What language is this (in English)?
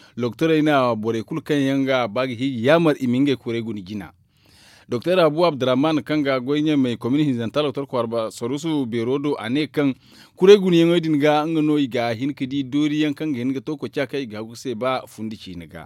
Zarma